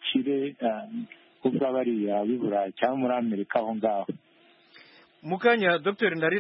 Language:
Kinyarwanda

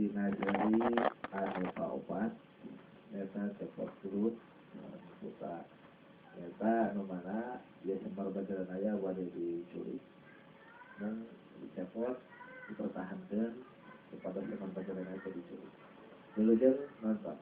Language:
Sundanese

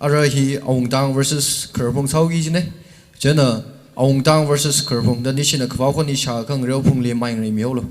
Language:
Tangkhul Naga (India)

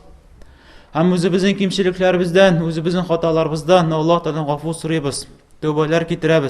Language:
Tatar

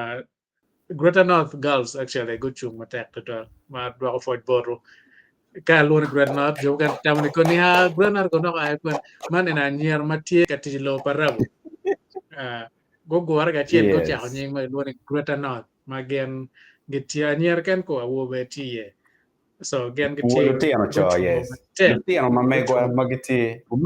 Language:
Acoli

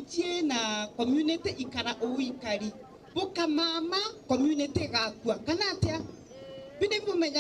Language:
Meru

